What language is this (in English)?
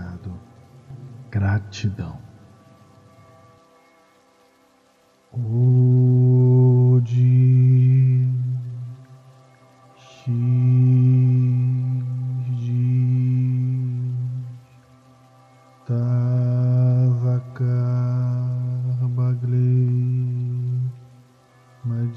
Portuguese